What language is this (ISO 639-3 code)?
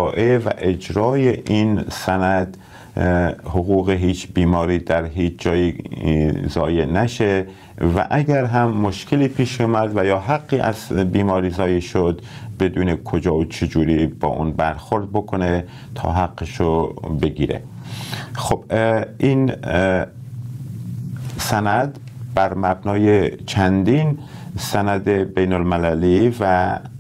fas